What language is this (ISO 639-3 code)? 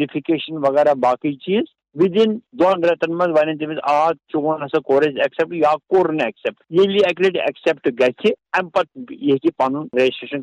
kas